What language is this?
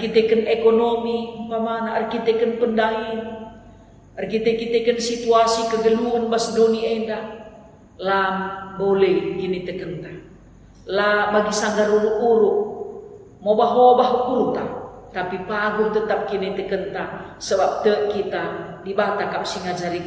Batak Karo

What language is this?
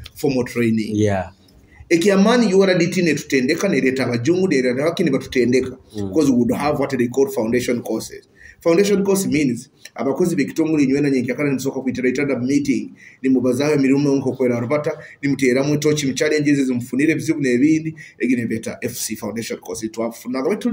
Nyoro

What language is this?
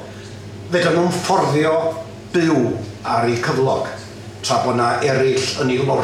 Welsh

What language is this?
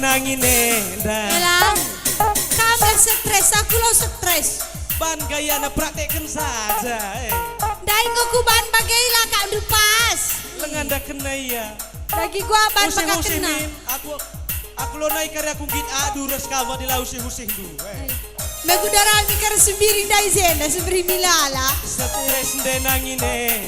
Batak Karo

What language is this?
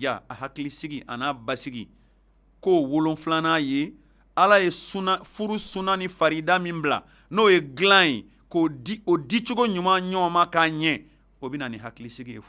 Bambara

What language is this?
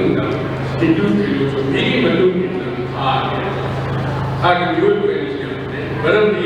Manipuri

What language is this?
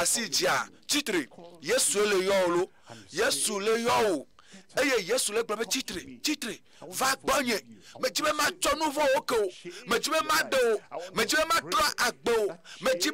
Ewe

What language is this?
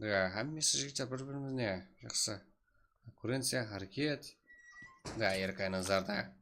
Kara-Kalpak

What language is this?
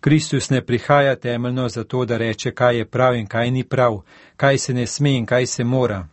Slovenian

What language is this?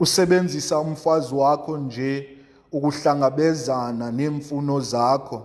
Xhosa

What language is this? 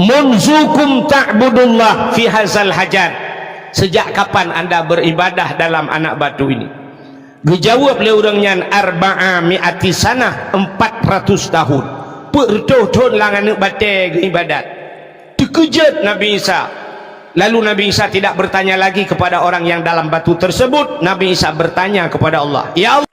Achinese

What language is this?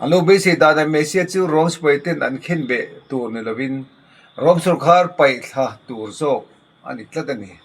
Mizo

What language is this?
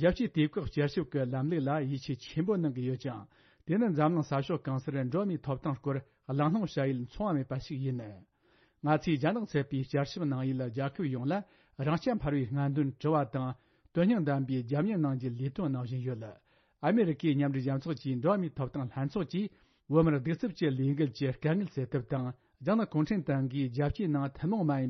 Tibetan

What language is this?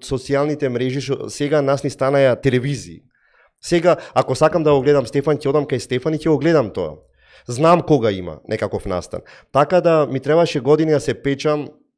Macedonian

